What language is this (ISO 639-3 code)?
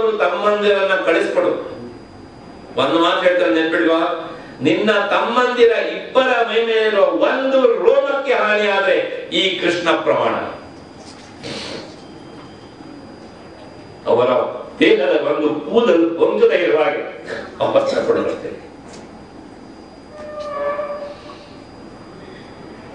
kan